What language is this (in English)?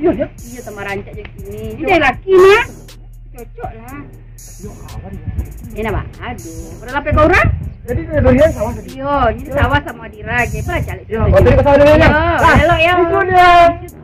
Minangkabau